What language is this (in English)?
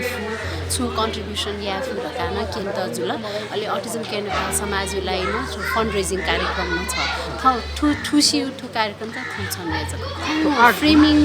Newari